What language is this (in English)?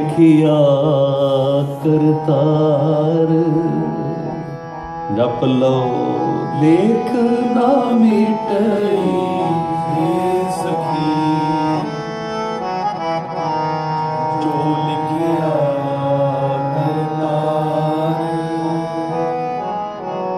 Punjabi